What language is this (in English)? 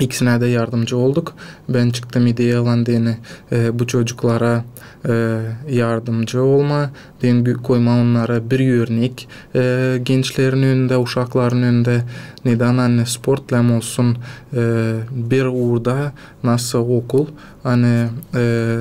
Gagauz